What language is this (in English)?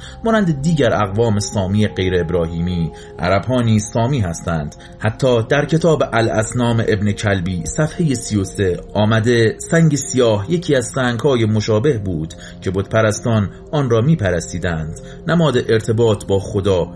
Persian